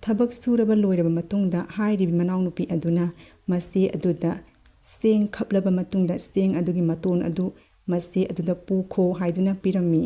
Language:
Manipuri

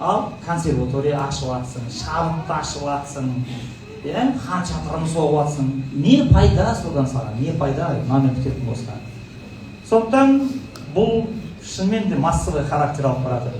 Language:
Kazakh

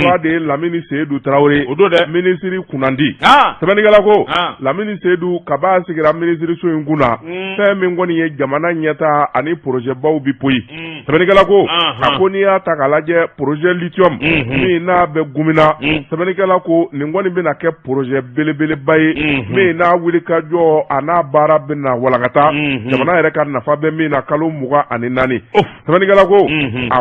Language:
Bambara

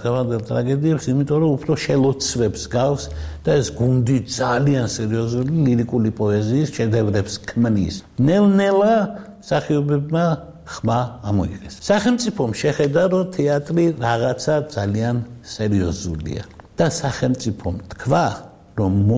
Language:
Georgian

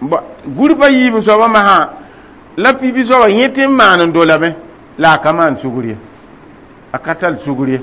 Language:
Mossi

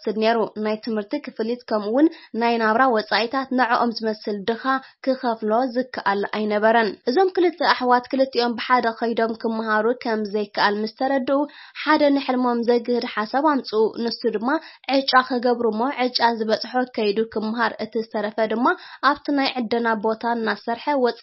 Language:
Tigrinya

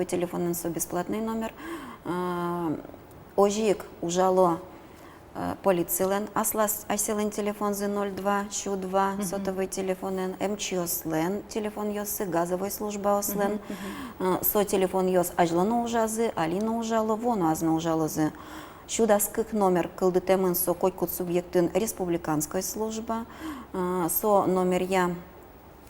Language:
Udmurt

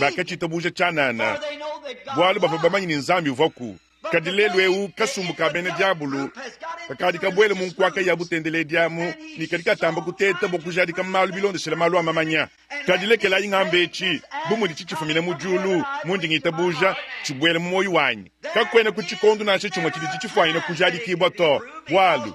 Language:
Luba-Lulua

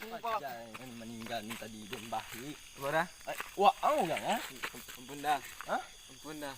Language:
Minangkabau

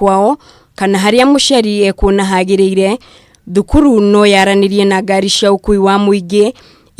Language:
Kikuyu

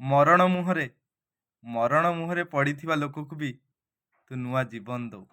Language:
Odia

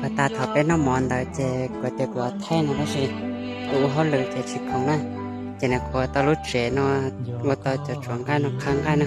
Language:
Hmong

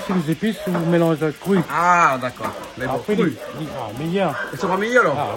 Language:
Réunion Creole French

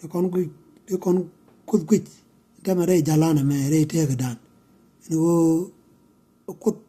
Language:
Nuer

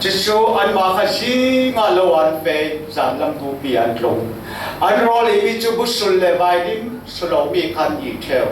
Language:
Falam Chin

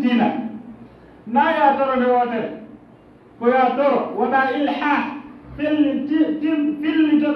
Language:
Fula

